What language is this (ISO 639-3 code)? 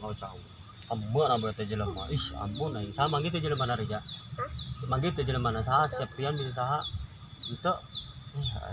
sun